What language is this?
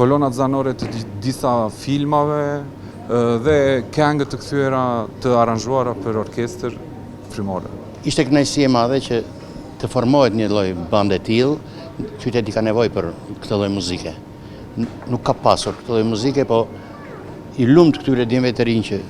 Albanian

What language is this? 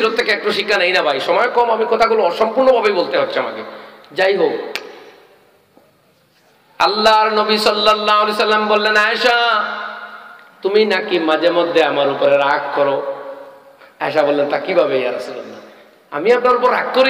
Bangla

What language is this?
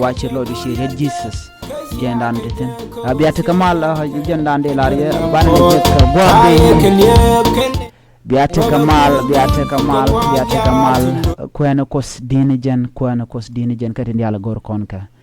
Nuer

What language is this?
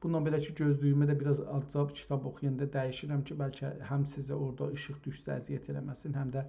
South Azerbaijani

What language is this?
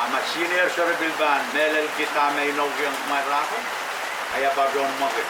Pohnpeian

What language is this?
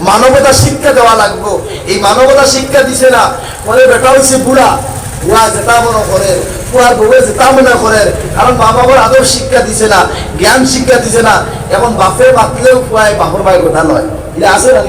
Sylheti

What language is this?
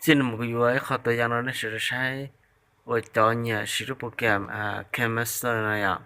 Hmong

